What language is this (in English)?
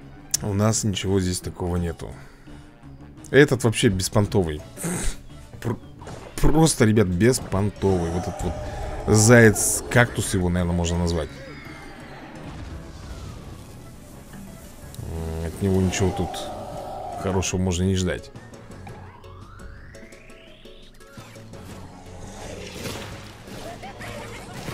Russian